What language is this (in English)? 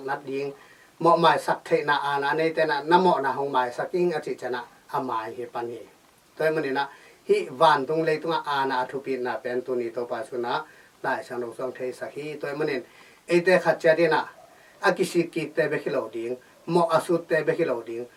Tedim Chin